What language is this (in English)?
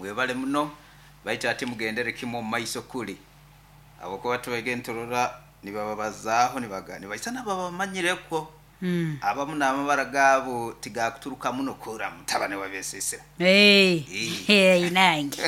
Nyoro